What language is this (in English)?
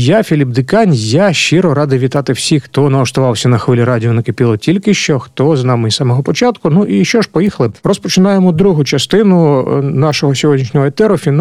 Ukrainian